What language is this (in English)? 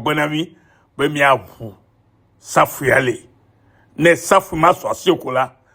Ewe